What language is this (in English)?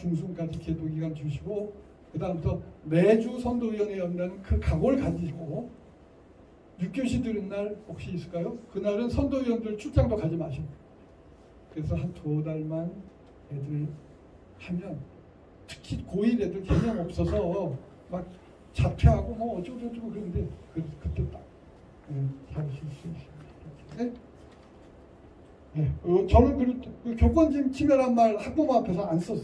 Korean